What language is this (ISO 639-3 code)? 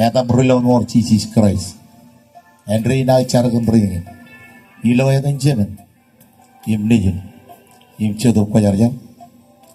mah